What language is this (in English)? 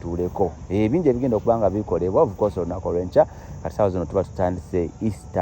Ganda